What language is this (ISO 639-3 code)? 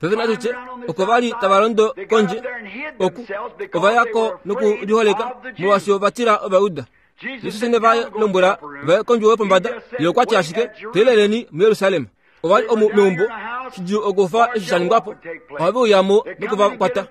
kua